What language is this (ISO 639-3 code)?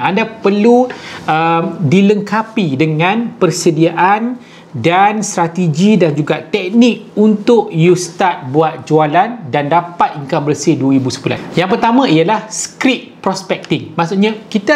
msa